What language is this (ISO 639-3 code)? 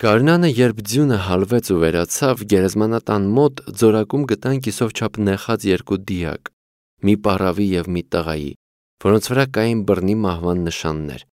hye